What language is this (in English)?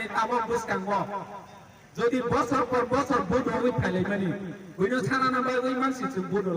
Kok Borok